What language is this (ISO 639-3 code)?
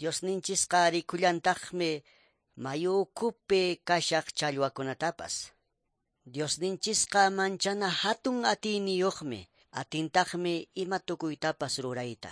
que